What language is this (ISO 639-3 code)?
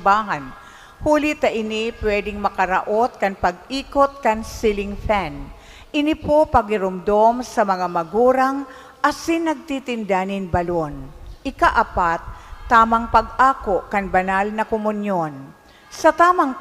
bik